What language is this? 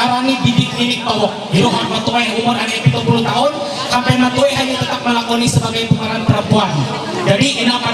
Ma'anyan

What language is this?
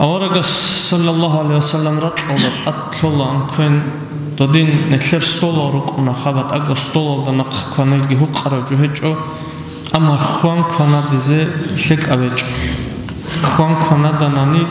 Avaric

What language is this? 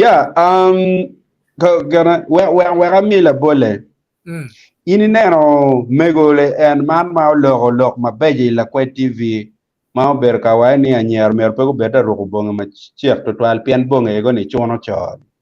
Acoli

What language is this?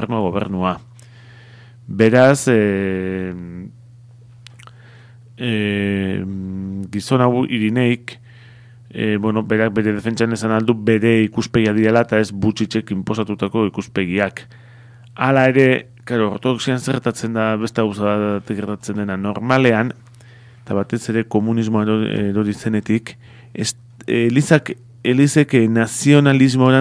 Basque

